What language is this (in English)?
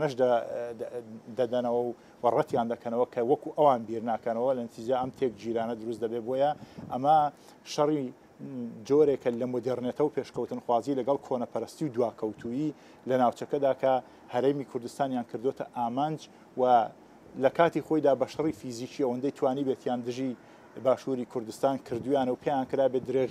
Central Kurdish